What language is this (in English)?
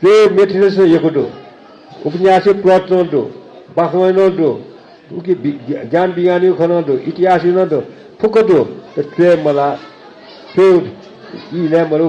Newari